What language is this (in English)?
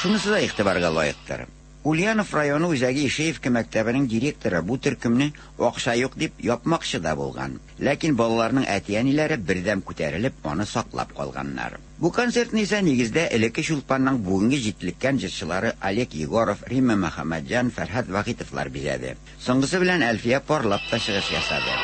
Tatar